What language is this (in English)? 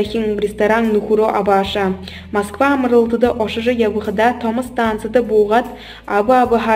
Buriat